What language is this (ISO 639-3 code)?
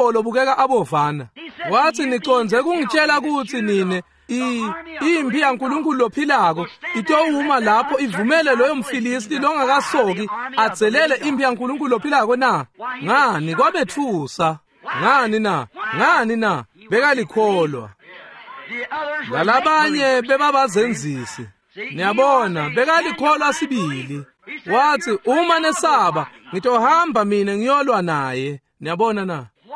ssw